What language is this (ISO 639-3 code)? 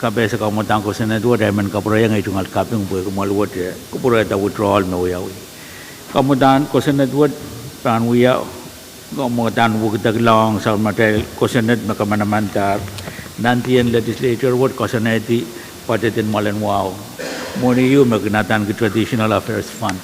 pon